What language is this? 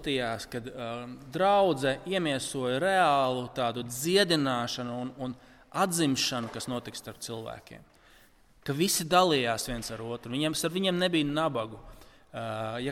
Latvian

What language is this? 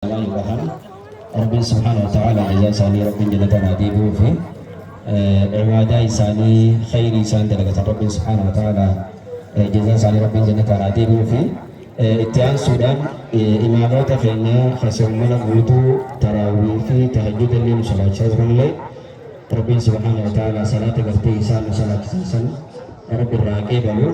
Oromo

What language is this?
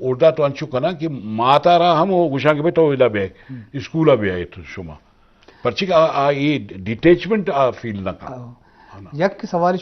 Eastern Balochi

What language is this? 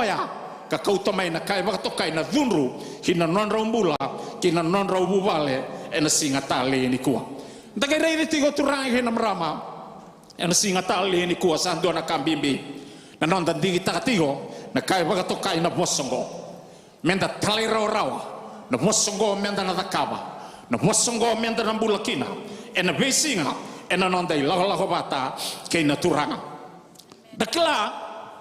Fijian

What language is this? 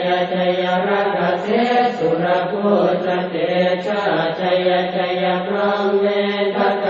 Pali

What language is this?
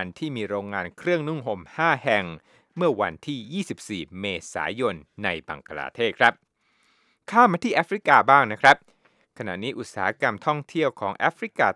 Thai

